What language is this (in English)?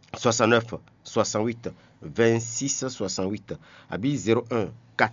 Fon